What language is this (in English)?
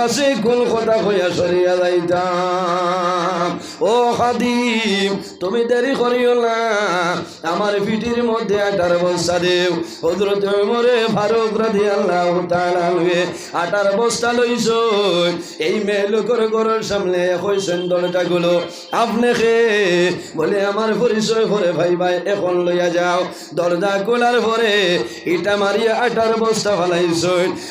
Sylheti